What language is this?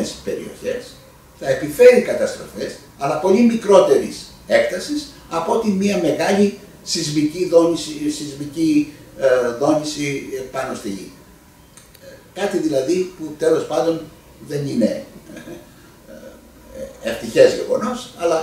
Greek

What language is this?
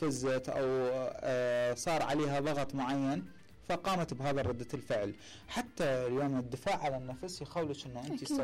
Mesopotamian Arabic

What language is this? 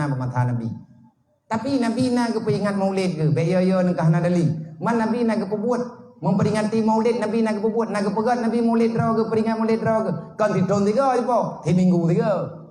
Achinese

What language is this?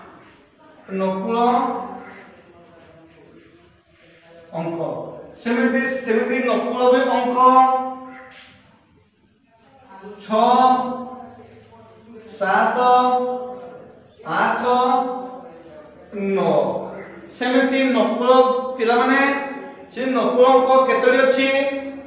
Odia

